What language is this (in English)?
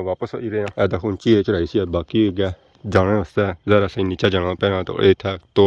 Pahari-Potwari